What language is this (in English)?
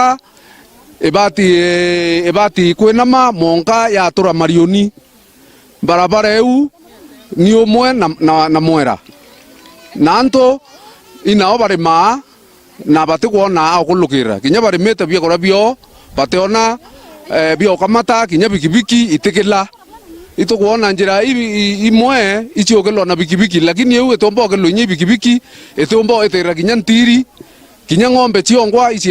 Meru